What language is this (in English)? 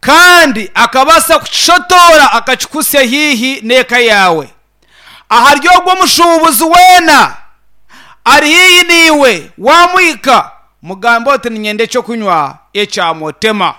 Nyankole